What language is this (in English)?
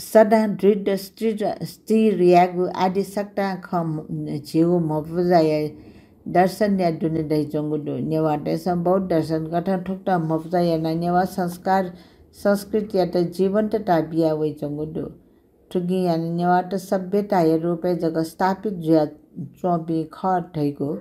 Newari